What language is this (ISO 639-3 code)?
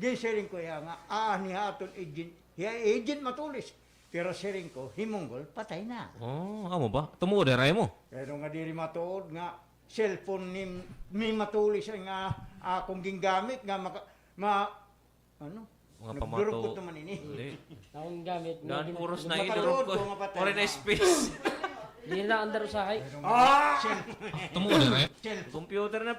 war